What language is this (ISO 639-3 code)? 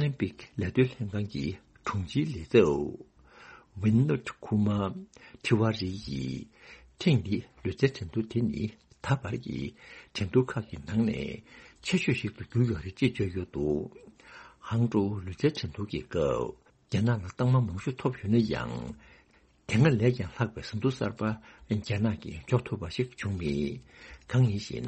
bod